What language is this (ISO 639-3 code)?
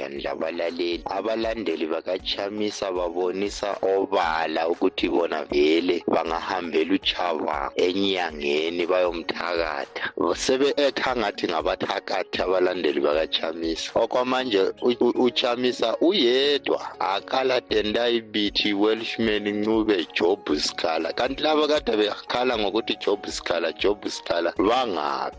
nde